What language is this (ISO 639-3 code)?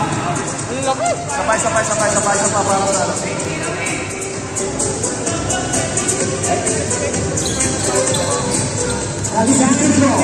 fil